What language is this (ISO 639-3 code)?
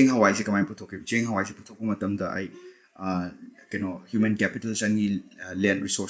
mni